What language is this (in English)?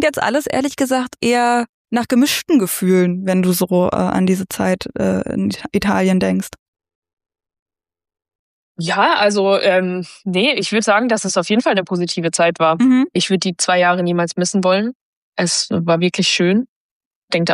German